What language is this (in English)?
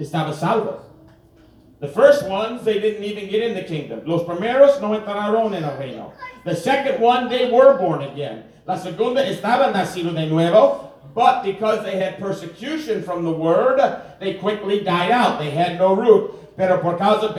English